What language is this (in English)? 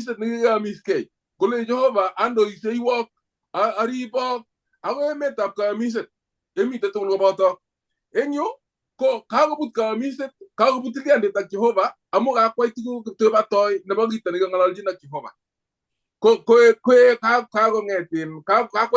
Kalenjin